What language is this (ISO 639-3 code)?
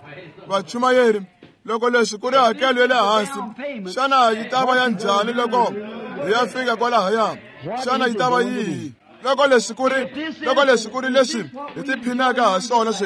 tso